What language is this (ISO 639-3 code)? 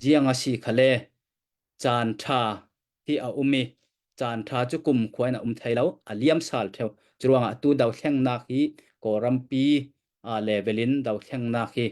cnh